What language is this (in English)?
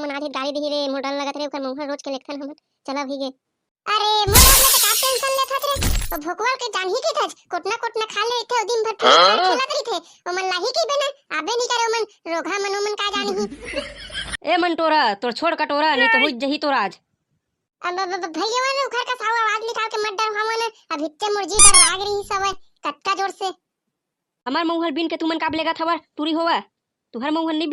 Chhattisgarhi